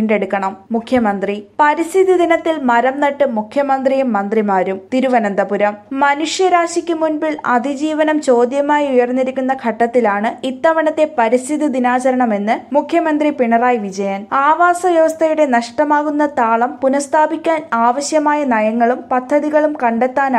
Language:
Malayalam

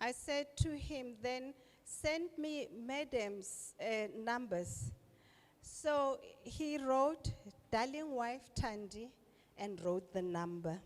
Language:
Venda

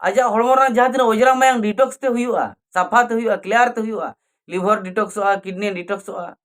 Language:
Santali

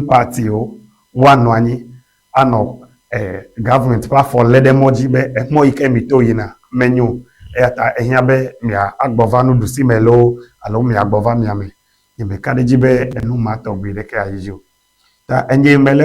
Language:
Ewe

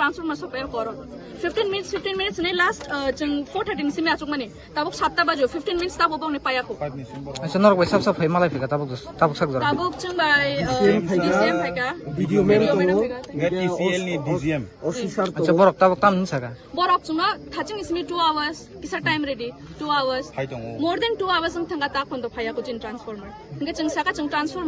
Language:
Kok Borok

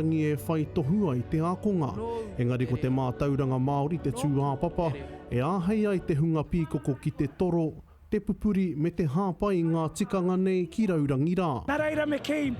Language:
Māori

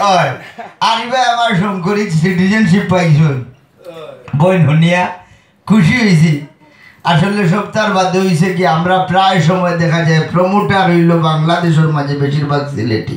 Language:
Sylheti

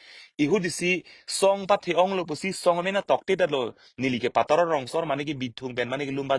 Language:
Karbi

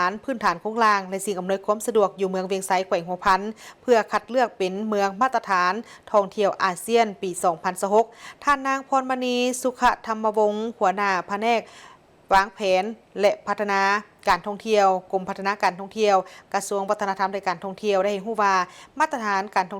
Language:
Lao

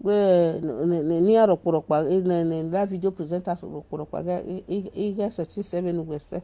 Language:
Nigerian Pidgin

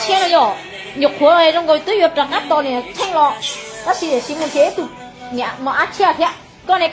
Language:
Hmong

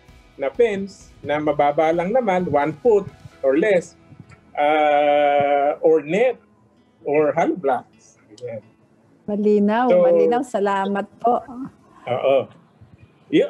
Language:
Filipino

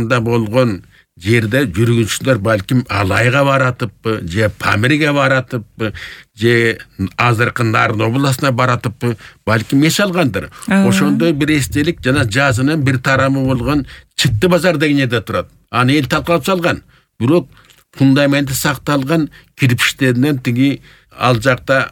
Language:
Kyrgyz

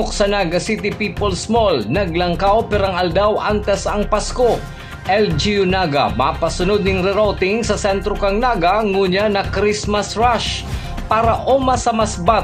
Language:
Bikol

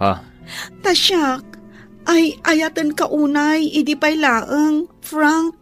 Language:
Iloko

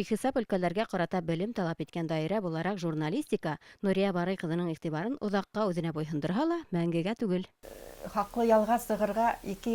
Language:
Bashkir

